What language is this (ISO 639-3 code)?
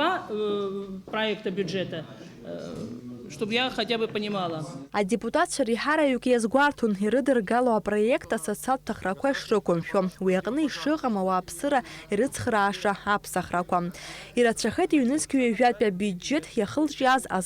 abk